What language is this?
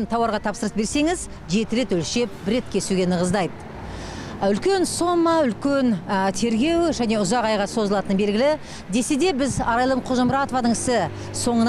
Kazakh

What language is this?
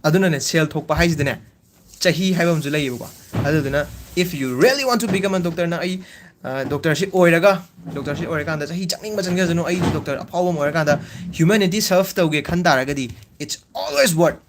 Manipuri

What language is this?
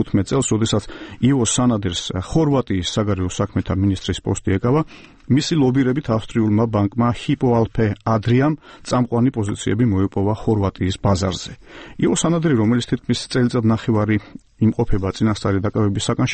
Georgian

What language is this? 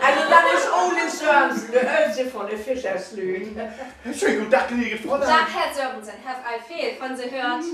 Low German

